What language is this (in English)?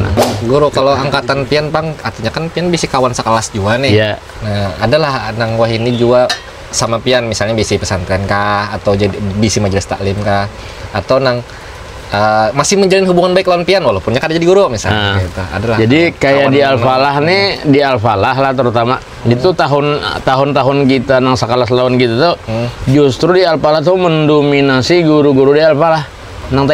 Banjar